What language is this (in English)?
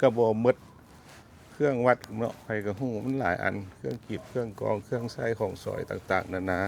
Lao